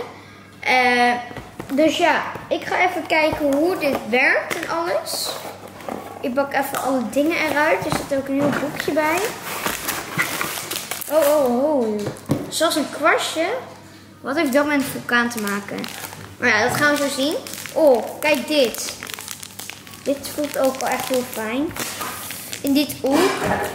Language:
Dutch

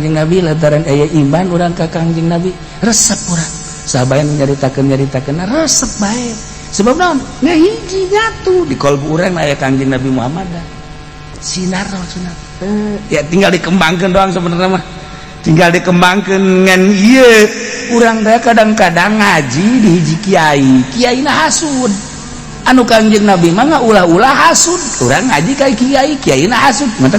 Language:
Sundanese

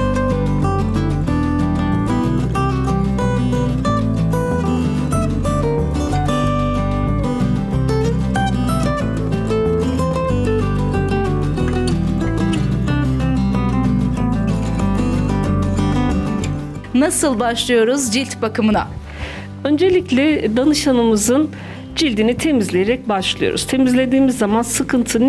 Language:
Turkish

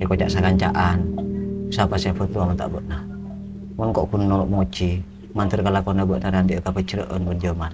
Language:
Madurese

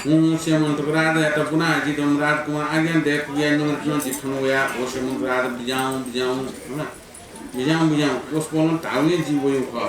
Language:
Newari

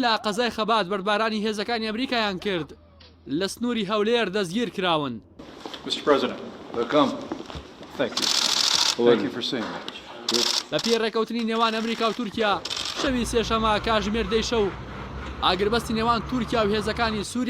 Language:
Central Kurdish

